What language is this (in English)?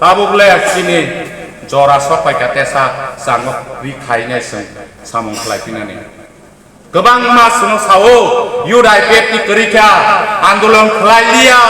Kok Borok